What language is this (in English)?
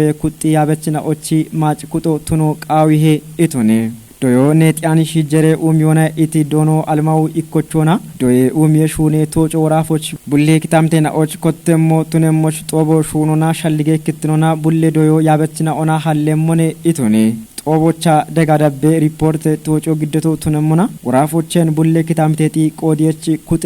Kafa